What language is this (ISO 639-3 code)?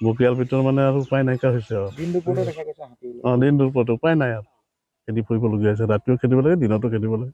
asm